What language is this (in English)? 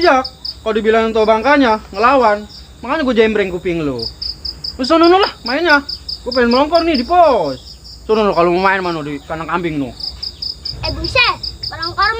Betawi